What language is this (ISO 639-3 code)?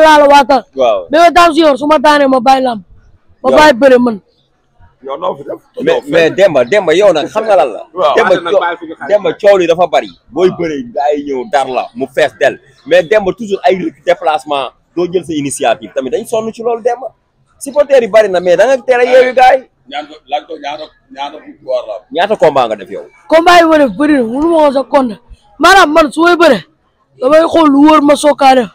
wol